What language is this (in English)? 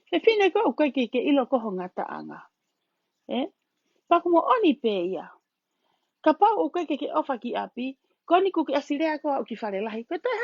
Tongan